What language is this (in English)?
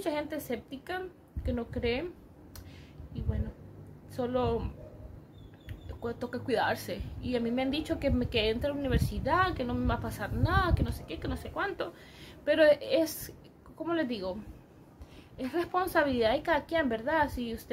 Spanish